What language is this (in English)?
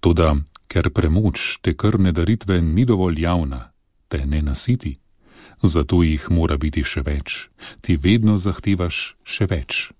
Slovenian